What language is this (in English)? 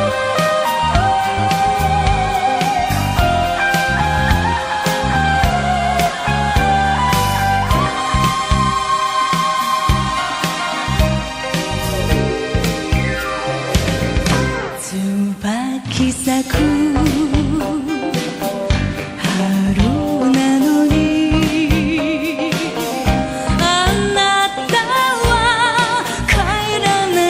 Japanese